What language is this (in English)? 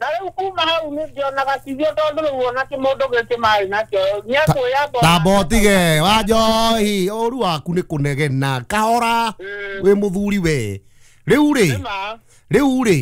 Kikuyu